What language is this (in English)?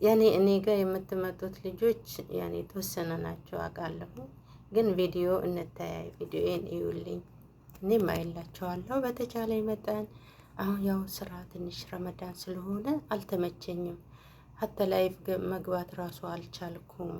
Amharic